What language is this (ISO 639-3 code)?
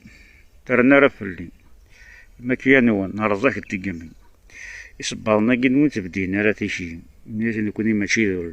kab